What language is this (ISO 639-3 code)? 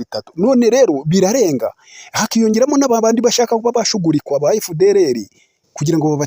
kin